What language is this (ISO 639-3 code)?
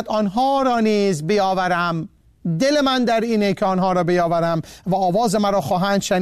fas